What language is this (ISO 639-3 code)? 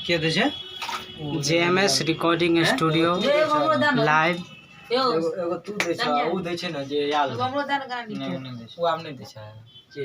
mai